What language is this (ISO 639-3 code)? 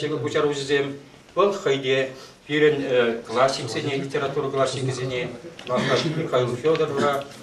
chv